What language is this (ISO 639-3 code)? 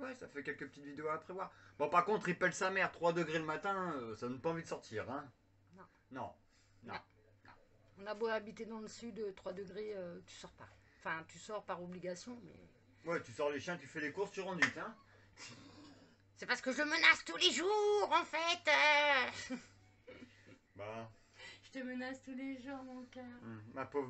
fra